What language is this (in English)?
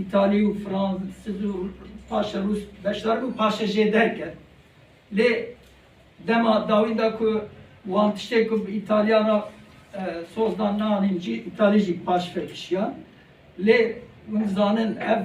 Kurdish